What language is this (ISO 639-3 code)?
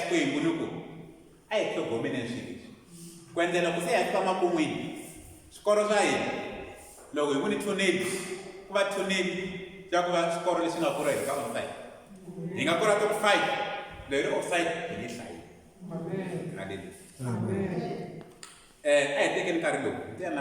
tso